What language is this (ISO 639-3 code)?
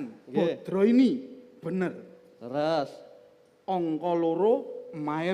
jav